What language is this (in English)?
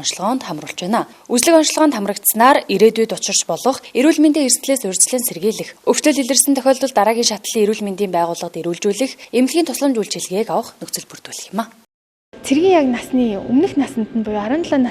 Mongolian